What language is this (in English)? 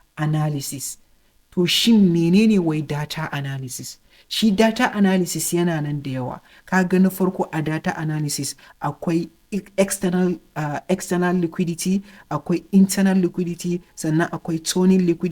Hausa